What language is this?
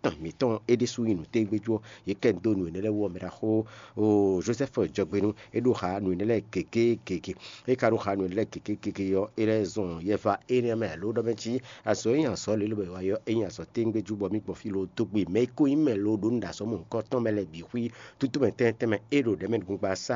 Fon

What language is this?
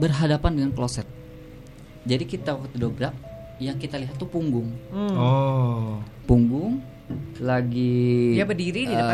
Indonesian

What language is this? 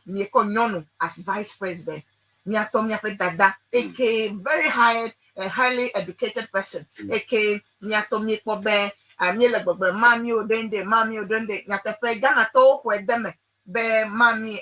Ewe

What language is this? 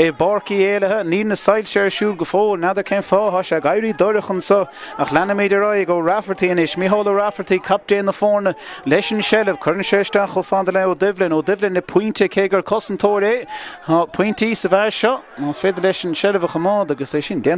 Irish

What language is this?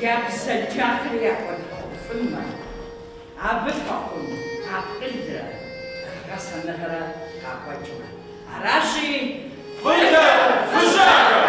Kabardian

